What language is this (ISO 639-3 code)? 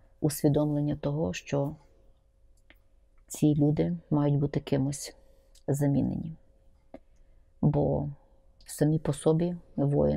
ukr